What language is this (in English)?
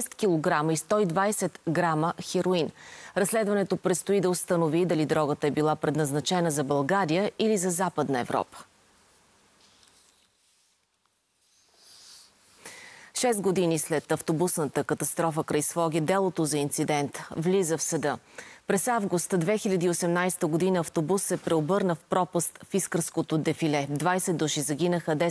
Bulgarian